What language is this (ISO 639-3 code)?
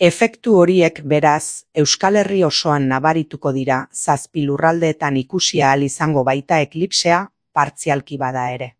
eus